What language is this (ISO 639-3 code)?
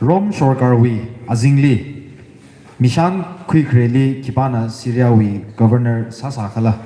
nmf